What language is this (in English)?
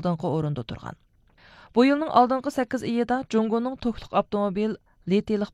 Uyghur